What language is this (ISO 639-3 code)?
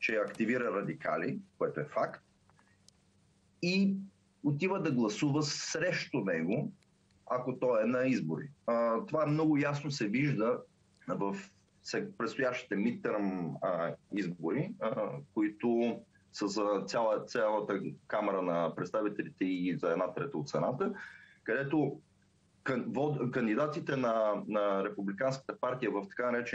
bul